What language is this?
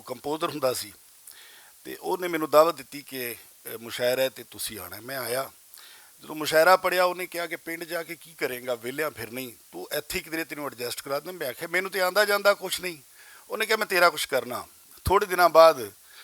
Western Panjabi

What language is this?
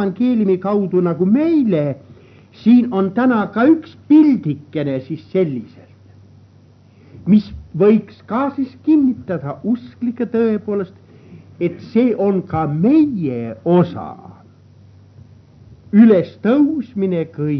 Estonian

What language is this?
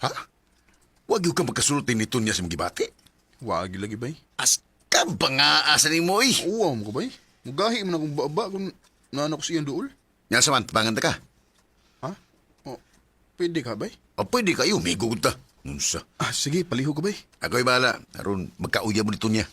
Cebuano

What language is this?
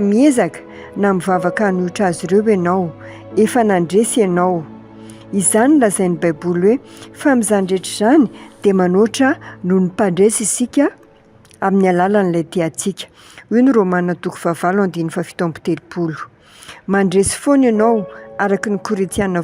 Malagasy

